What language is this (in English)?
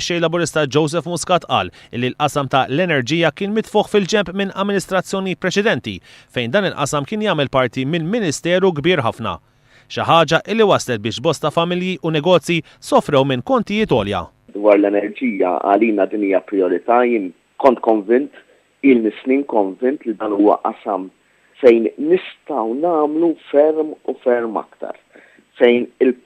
Maltese